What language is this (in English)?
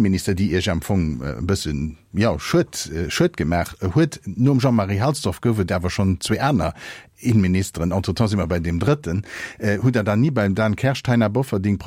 Luxembourgish